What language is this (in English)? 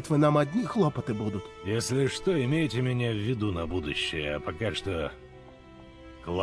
Russian